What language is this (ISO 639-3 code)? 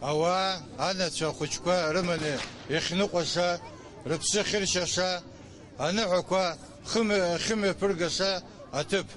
abk